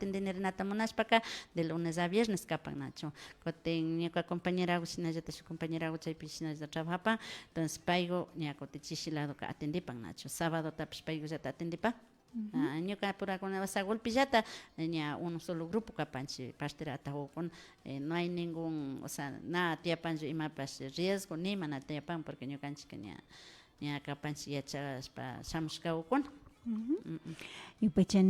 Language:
Imbabura Highland Quichua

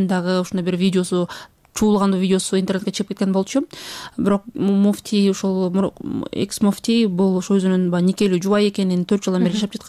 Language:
Kyrgyz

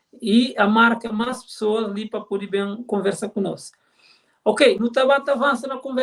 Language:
Kabuverdianu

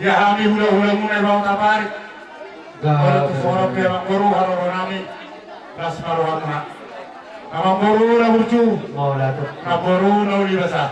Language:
Batak Toba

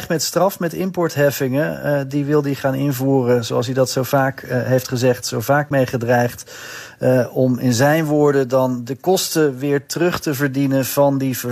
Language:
Dutch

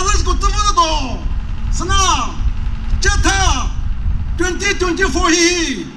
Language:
Chokri Naga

